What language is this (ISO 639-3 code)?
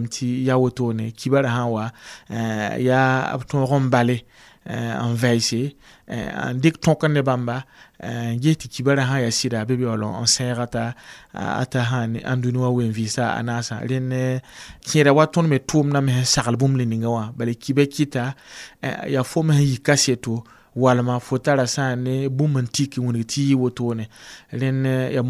mos